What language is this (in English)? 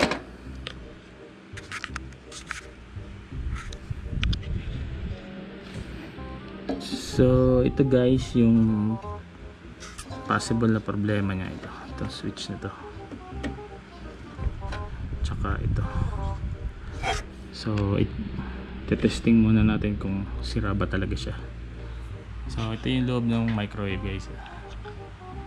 Filipino